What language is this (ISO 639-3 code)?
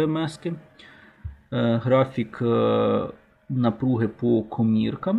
ukr